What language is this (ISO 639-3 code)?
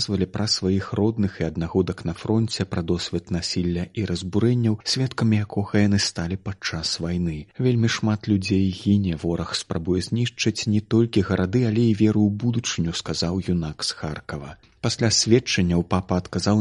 bel